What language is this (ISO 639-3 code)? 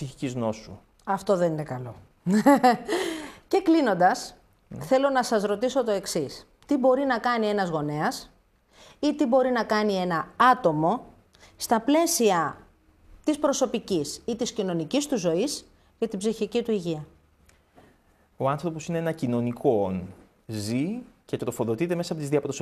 ell